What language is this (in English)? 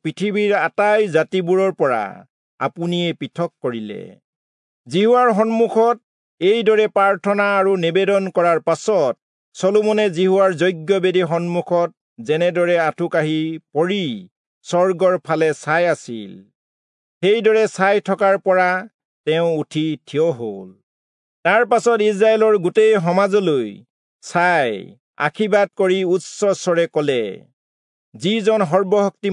Assamese